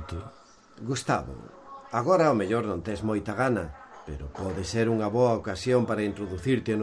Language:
Galician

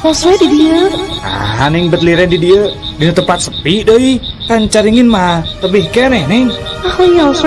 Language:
Sundanese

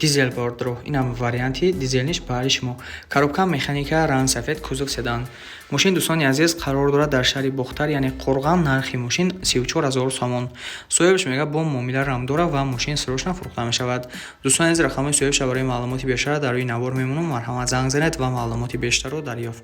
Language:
Tajik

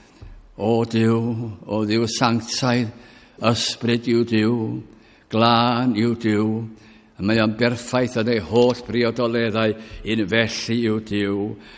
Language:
Welsh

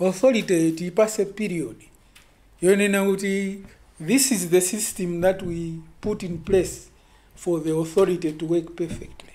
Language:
Nyanja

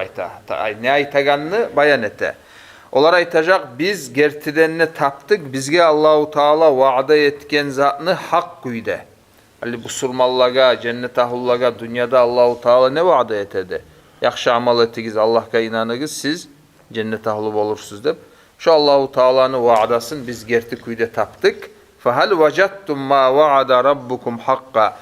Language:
Kumyk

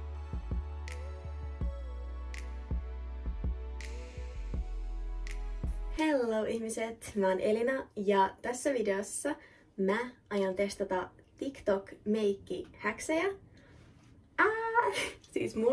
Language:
Finnish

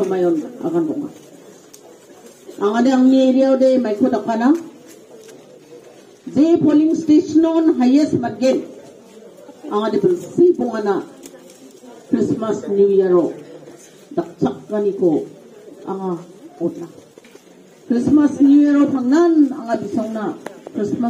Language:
Garo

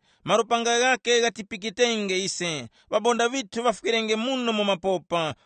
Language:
Tumbuka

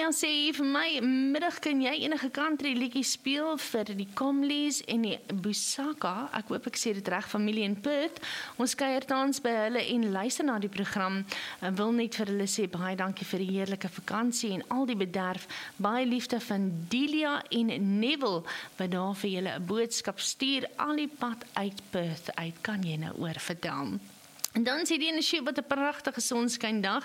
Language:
Afrikaans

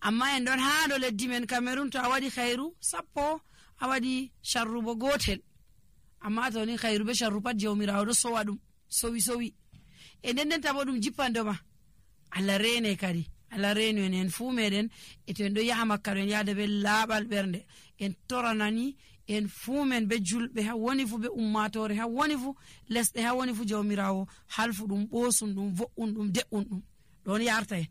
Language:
Nigerian Fulfulde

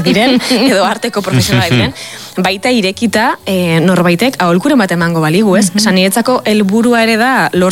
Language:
Basque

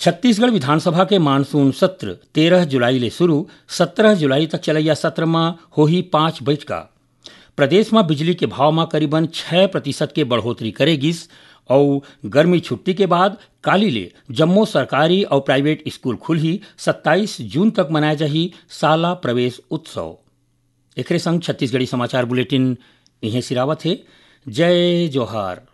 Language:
Chhattisgarhi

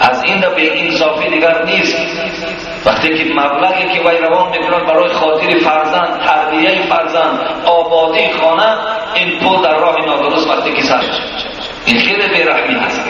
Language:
Tajik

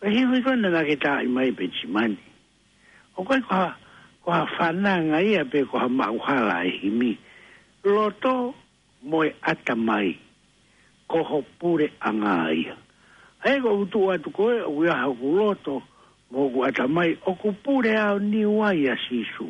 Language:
Tongan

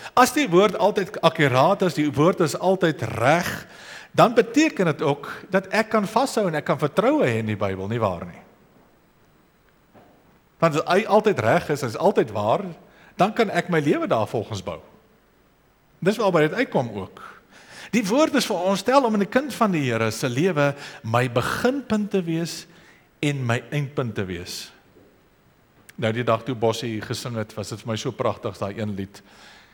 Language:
Afrikaans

